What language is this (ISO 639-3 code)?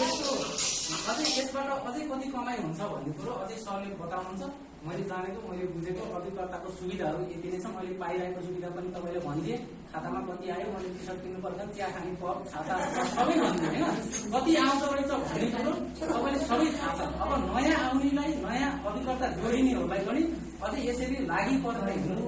nep